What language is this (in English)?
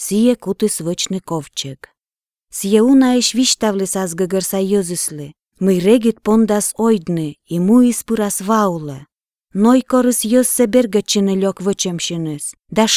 Belarusian